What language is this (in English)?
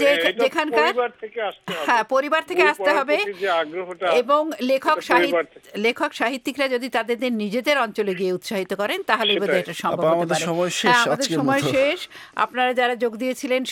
Bangla